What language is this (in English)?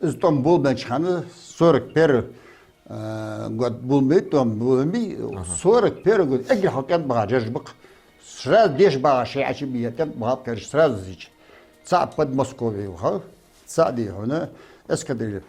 Ingush